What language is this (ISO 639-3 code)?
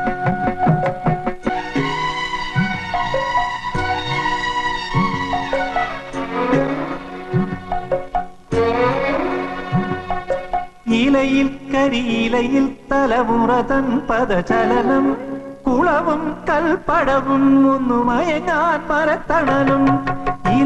mal